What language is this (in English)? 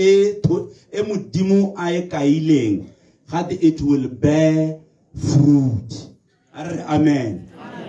Tswana